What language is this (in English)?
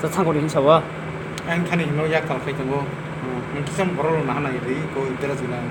Kok Borok